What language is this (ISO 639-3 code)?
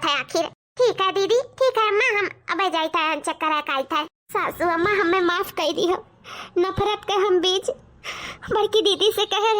awa